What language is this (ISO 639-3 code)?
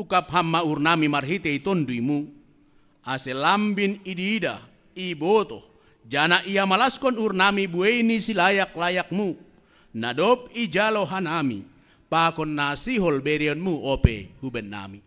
bts